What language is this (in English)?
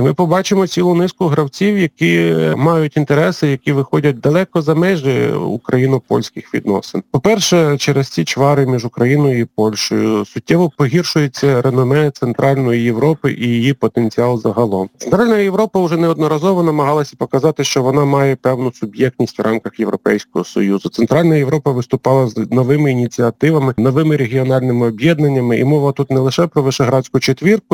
Ukrainian